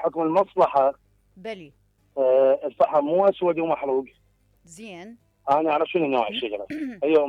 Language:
Mesopotamian Arabic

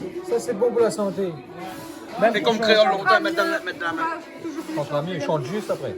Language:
Réunion Creole French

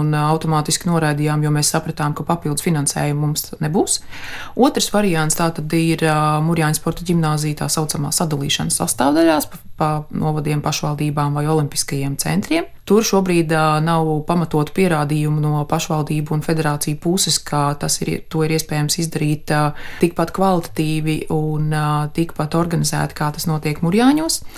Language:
Latvian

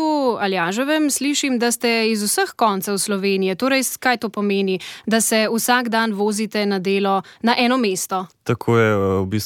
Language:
Slovenian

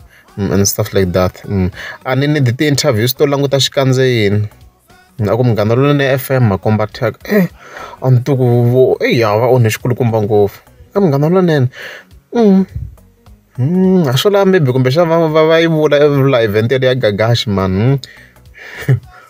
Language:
Tsonga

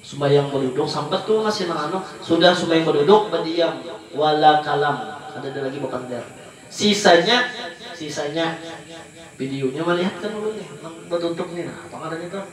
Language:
Banjar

